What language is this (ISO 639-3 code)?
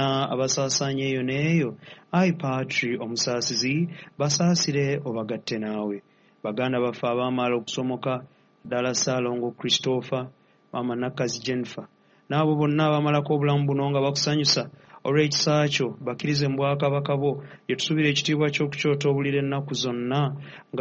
lug